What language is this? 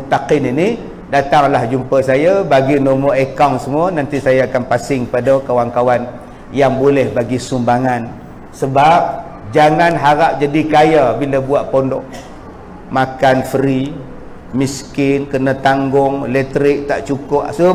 Malay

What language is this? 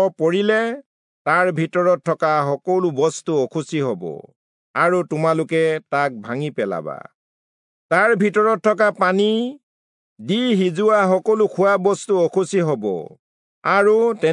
Assamese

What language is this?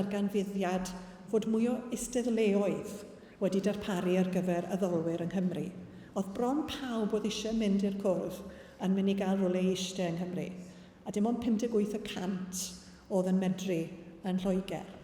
Welsh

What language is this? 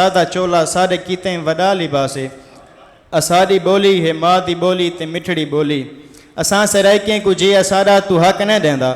Saraiki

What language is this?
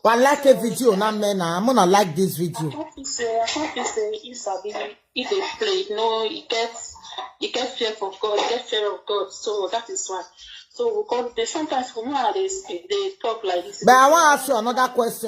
Nigerian Pidgin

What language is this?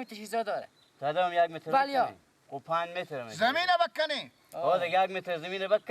Persian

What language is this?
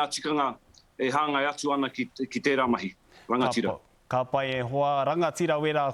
Māori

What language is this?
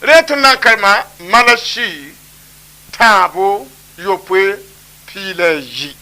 Mossi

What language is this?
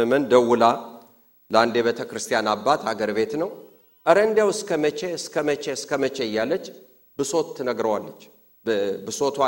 Amharic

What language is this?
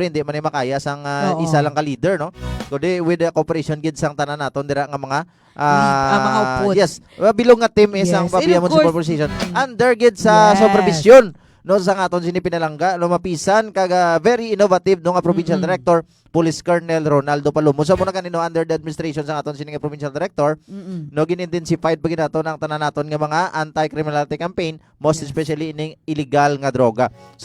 Hiligaynon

